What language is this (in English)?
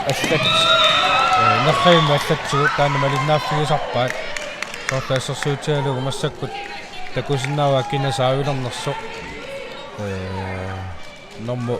Kalaallisut